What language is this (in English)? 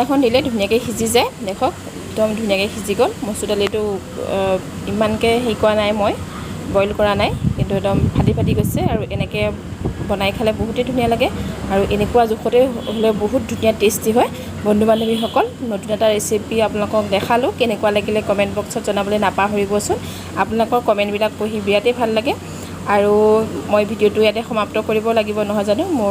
Assamese